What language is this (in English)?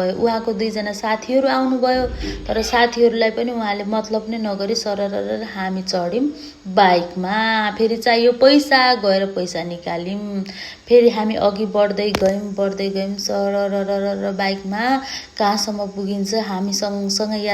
Nepali